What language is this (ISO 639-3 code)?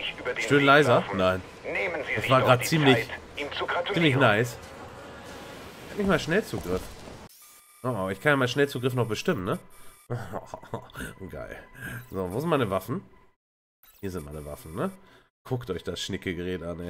deu